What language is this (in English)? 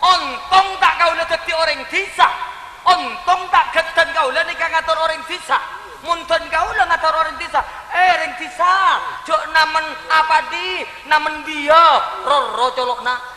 Madurese